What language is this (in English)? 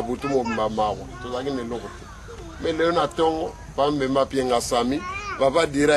Lingala